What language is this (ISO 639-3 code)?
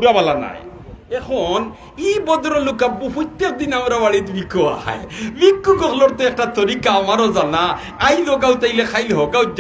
syl